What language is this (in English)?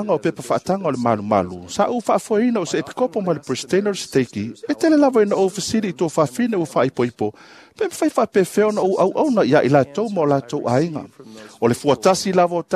Samoan